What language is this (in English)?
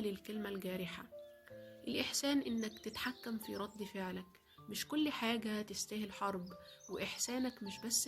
Egyptian Arabic